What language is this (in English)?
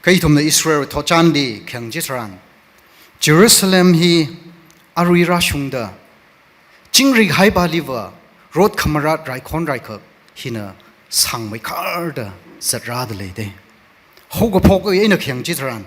Tangkhul Naga (India)